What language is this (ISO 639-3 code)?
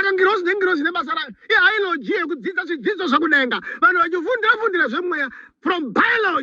sna